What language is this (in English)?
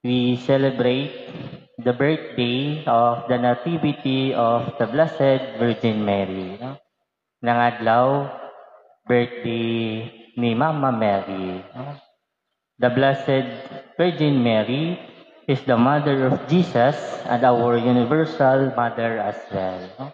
Waray